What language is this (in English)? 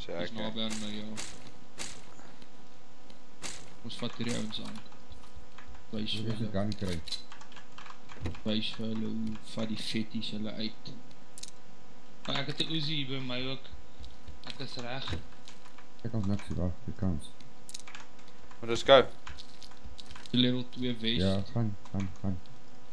Afrikaans